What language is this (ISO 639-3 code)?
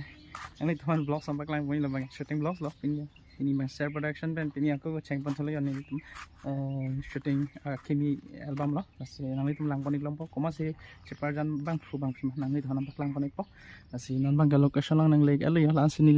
mjw